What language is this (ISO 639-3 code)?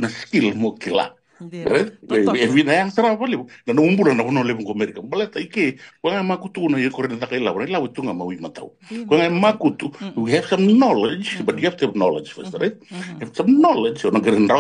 fij